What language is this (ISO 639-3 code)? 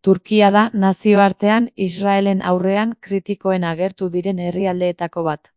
eus